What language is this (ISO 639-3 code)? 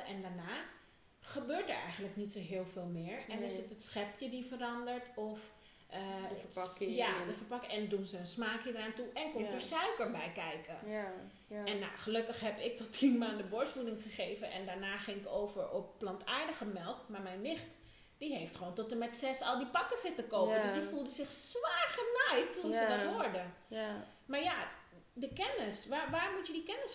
nld